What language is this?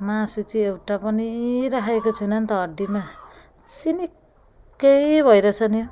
Nepali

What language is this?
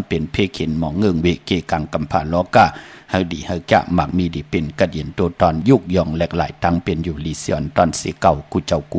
Shan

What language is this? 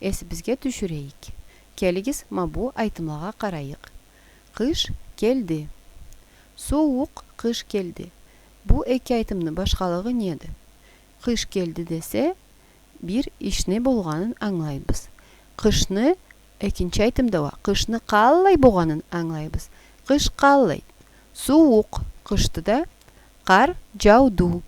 Karachay-Balkar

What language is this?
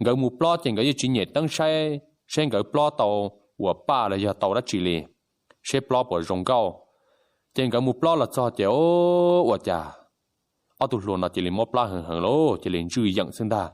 Hmong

